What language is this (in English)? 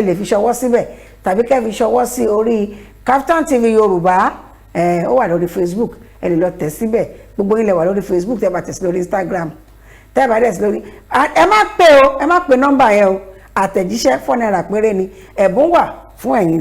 Yoruba